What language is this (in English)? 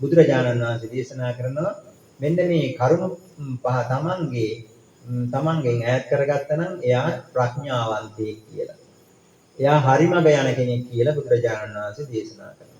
Sinhala